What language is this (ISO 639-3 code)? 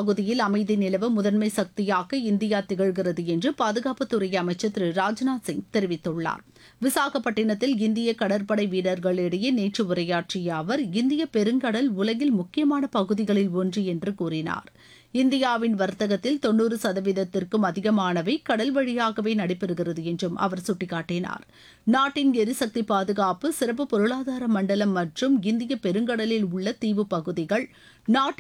tam